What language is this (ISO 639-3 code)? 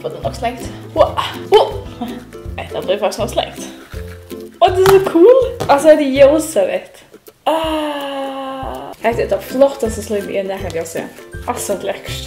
fao